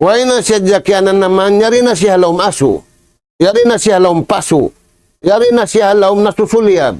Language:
Tausug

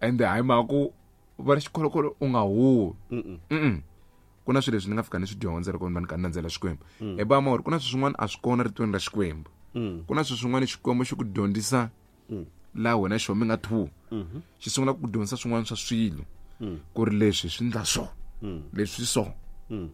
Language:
Tsonga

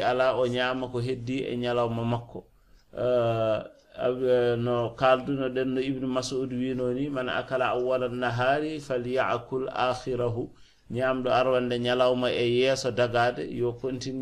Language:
Fula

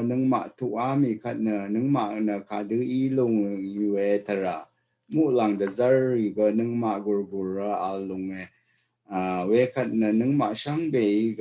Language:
Rawang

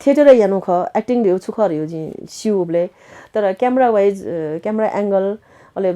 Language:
Newari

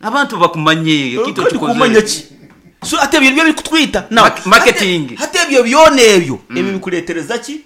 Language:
Nyankole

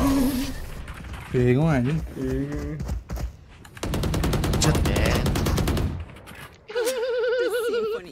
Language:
Indonesian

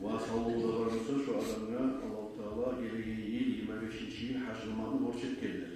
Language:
Kumyk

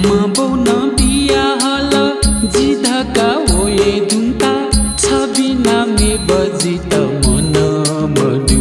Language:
Newari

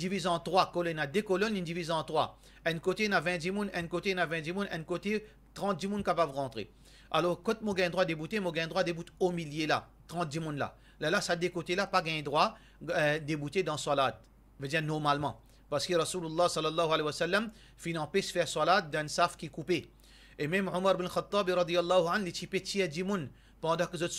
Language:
Morisyen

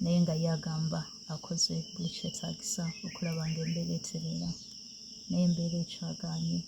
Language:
Ganda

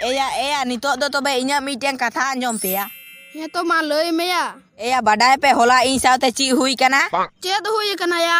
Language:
Santali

